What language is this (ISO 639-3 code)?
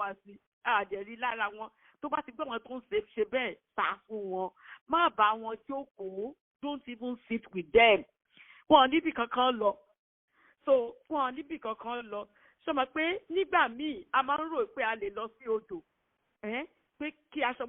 yor